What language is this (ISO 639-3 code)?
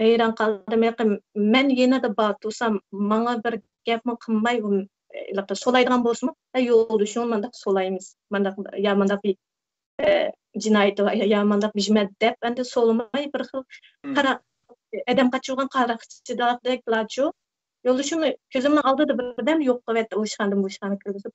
uig